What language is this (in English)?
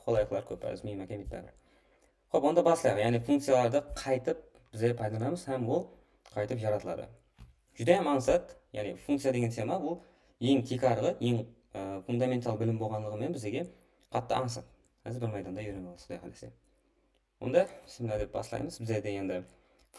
Kara-Kalpak